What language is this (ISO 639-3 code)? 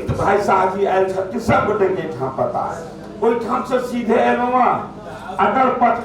mai